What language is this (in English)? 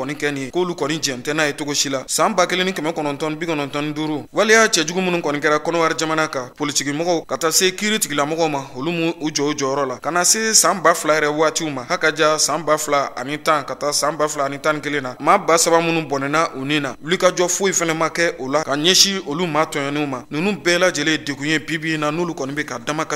Bambara